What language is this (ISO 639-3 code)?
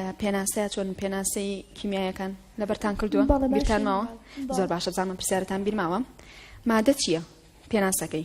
ckb